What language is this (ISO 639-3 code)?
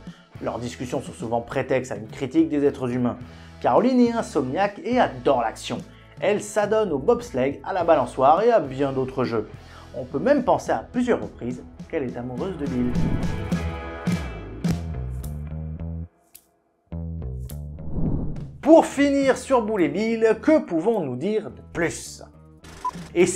fra